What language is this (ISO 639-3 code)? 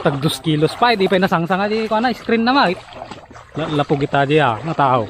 ilo